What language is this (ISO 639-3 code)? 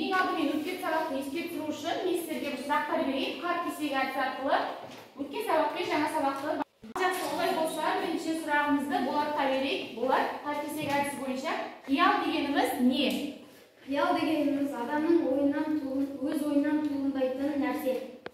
kaz